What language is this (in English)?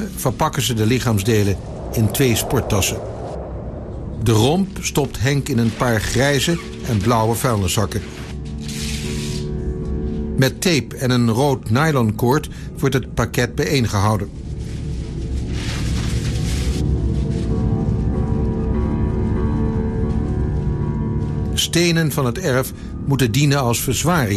Dutch